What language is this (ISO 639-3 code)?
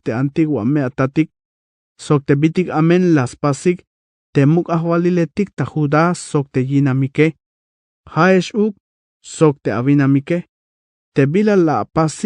tzh